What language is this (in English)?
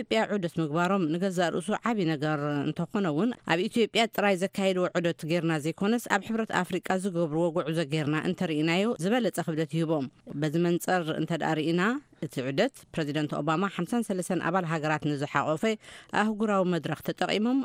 Tigrinya